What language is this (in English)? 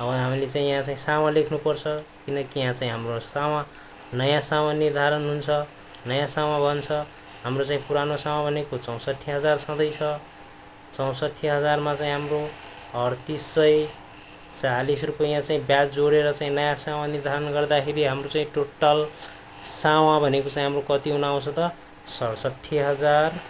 Nepali